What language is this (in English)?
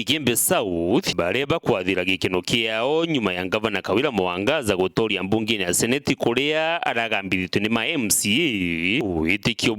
Meru